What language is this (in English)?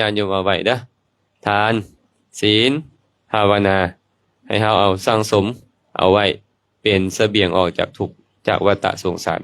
Lao